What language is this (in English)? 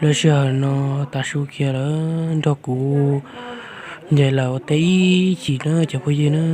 Hmong